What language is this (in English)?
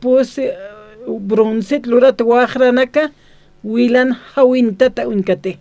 Aymara